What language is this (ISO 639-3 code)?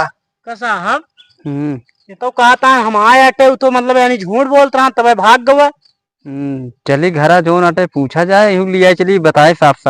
awa